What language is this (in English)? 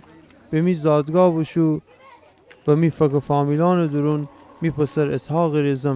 Gilaki